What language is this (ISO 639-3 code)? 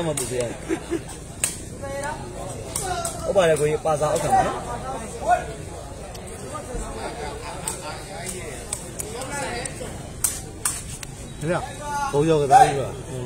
mya